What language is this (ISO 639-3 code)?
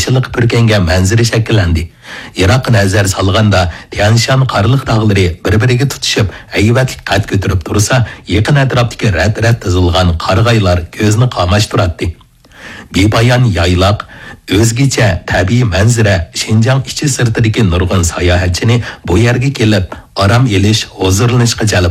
uig